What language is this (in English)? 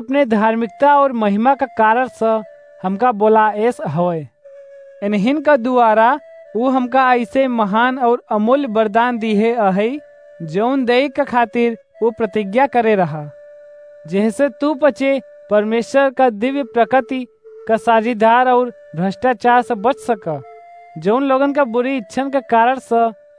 Awadhi